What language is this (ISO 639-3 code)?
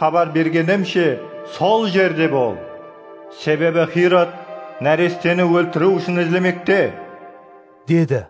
kaa